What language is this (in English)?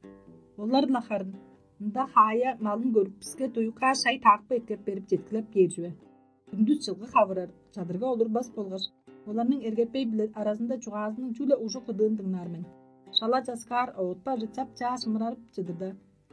Tuvinian